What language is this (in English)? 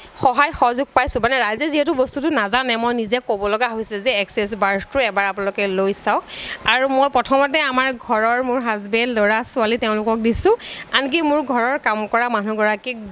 Assamese